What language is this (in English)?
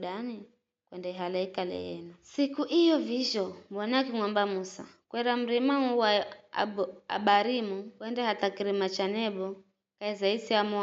Giryama